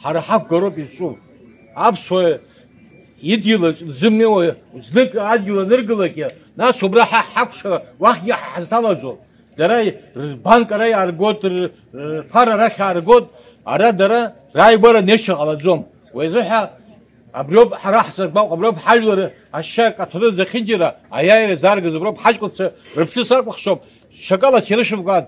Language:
Abkhazian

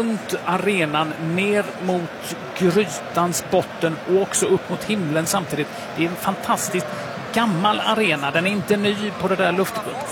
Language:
Swedish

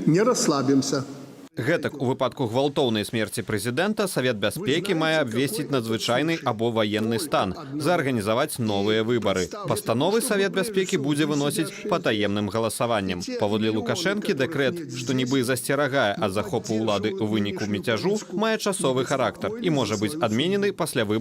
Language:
Belarusian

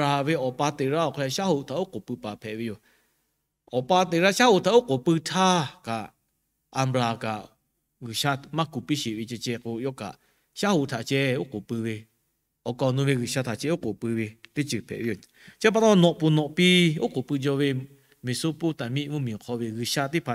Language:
Lahu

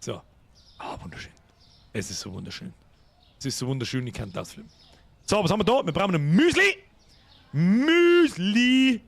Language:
Bavarian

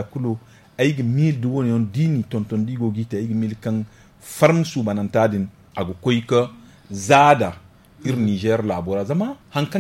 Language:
Zarma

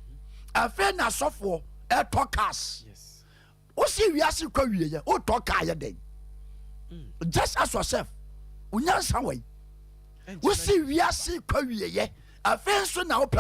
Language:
Akan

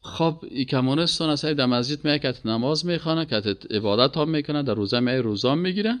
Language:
Persian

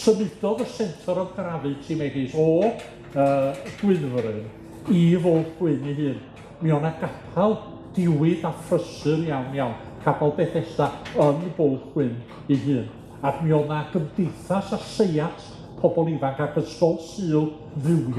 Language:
Welsh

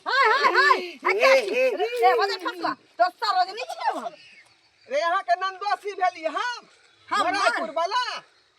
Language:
Maithili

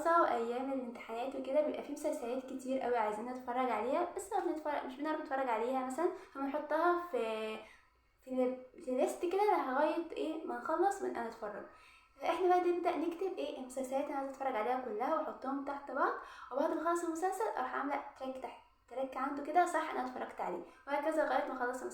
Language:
Egyptian Arabic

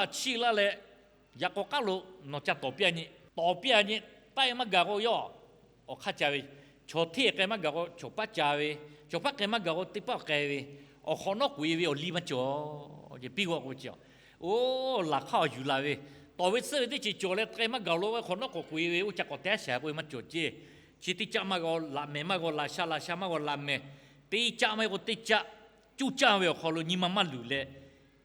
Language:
Lahu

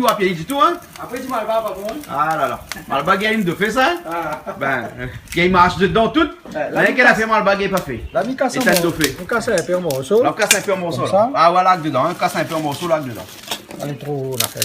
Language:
Réunion Creole French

